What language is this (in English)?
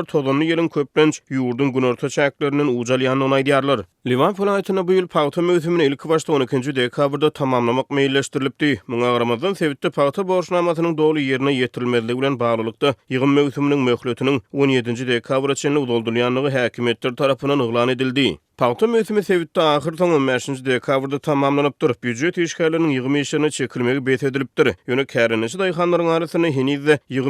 Turkmen